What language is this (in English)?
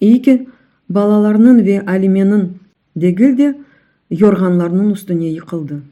Crimean Tatar